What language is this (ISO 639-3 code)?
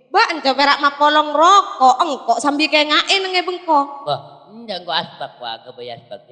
mad